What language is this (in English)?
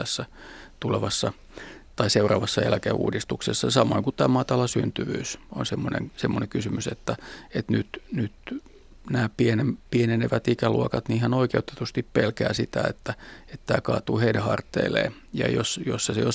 Finnish